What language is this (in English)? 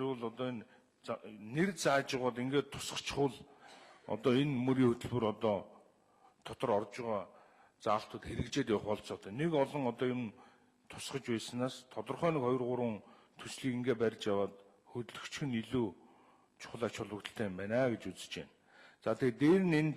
Mongolian